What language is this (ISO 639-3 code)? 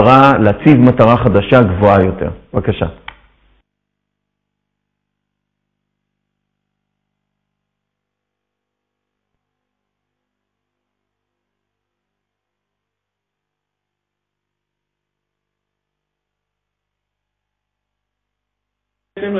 heb